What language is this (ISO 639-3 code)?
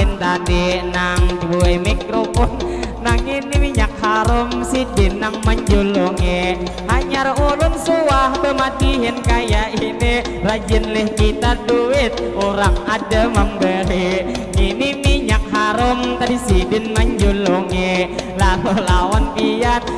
bjn